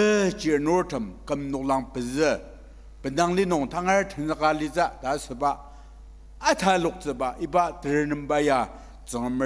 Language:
Ao Naga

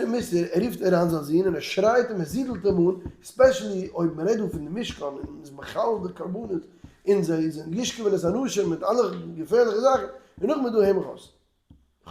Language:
Yiddish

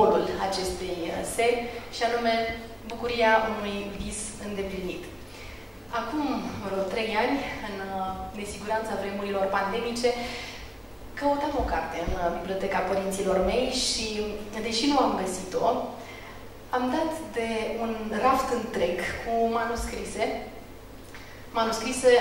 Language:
Romanian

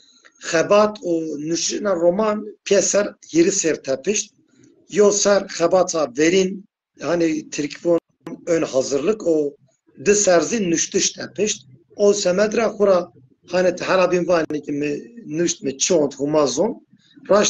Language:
Zaza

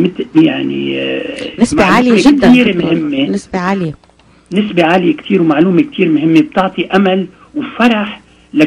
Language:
North Levantine Arabic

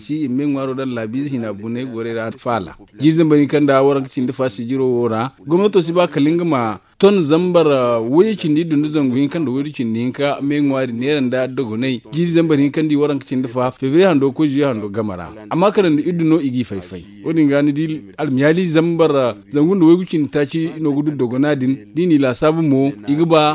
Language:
Zarma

